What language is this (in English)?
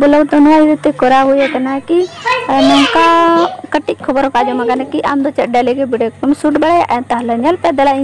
Santali